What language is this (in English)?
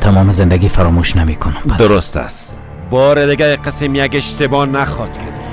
Persian